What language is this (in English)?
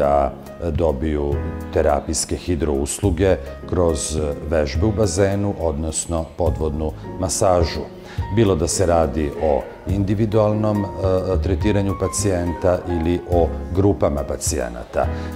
Serbian